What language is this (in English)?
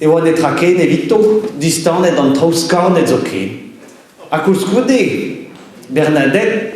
Breton